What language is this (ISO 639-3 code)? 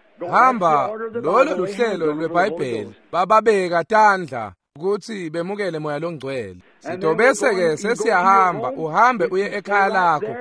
ssw